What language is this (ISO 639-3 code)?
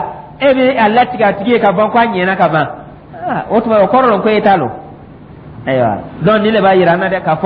dyu